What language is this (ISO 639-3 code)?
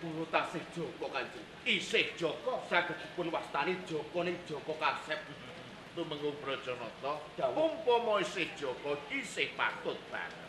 jav